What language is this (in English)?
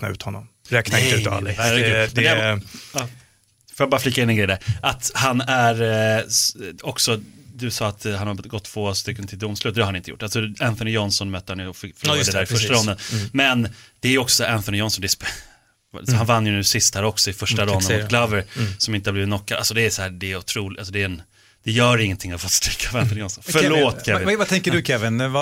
Swedish